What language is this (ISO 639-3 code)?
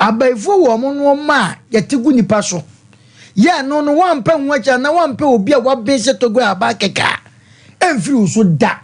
aka